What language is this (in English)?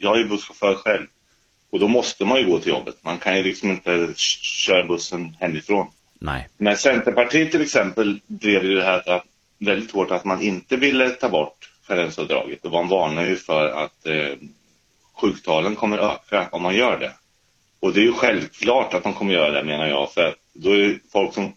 Swedish